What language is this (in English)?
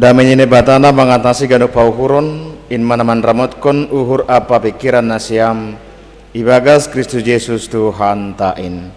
Batak Simalungun